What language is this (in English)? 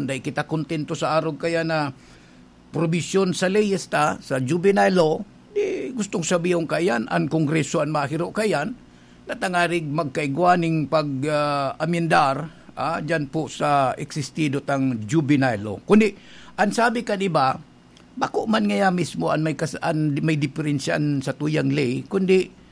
Bikol